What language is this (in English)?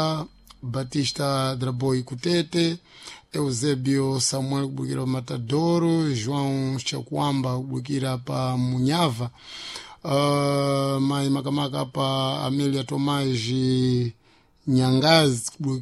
Sena